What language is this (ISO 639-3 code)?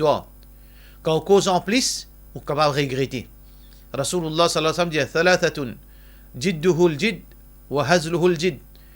mfe